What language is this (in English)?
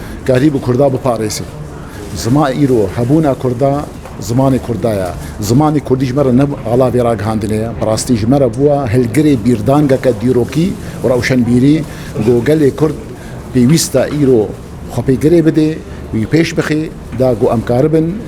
Kurdish